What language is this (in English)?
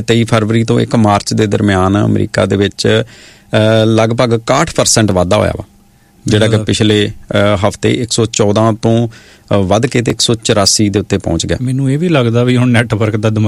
Punjabi